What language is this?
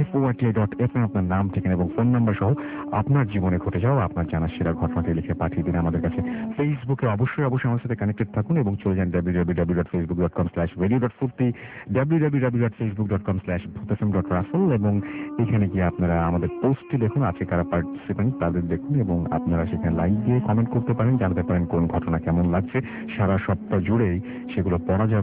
Bangla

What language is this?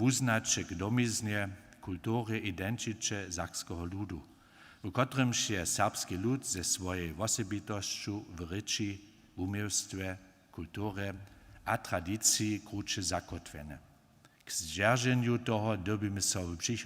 Upper Sorbian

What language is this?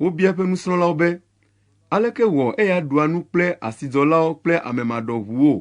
Ewe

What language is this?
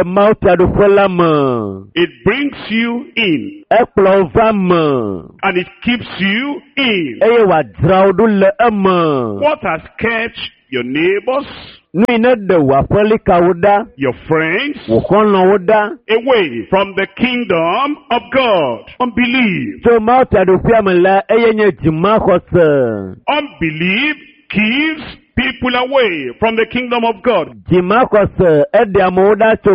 Ewe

